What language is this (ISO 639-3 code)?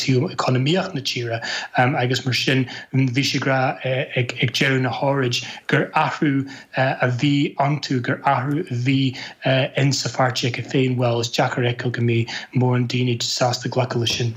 gle